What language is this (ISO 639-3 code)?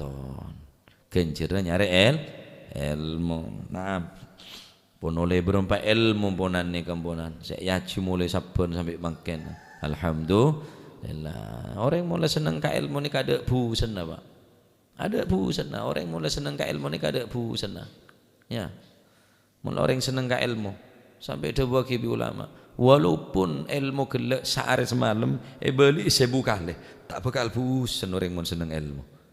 mad